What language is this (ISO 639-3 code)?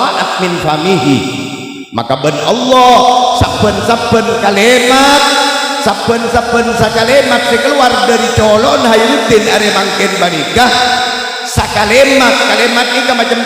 mad